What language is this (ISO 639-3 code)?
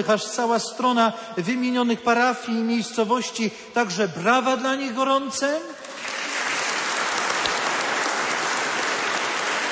pol